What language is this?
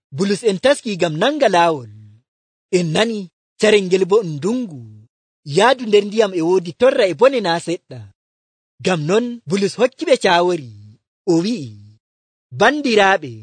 Nigerian Fulfulde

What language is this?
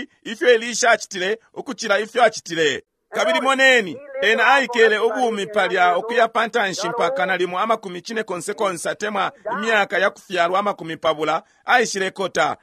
Bemba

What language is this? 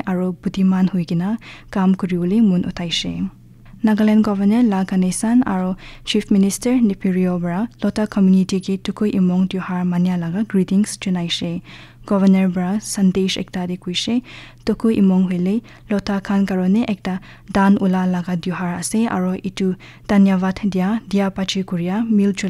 Naga Pidgin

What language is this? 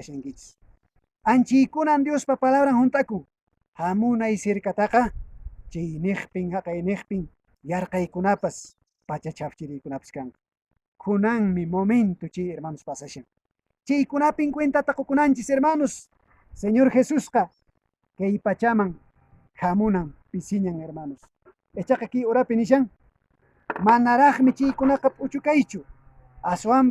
Quechua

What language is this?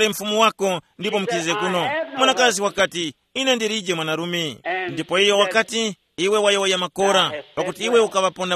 Tumbuka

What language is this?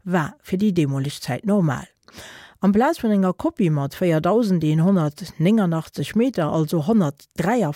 Luxembourgish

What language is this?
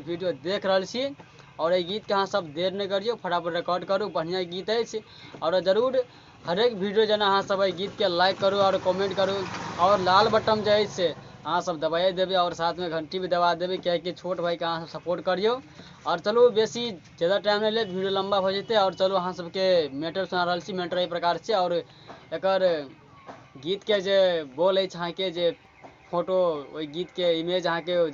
Maithili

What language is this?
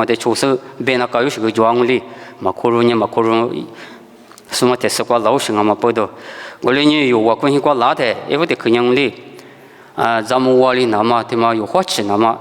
Lisu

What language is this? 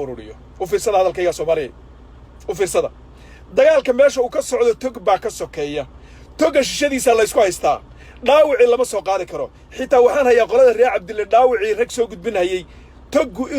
Somali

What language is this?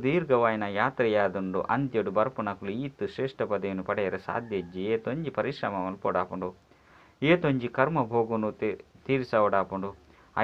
Tulu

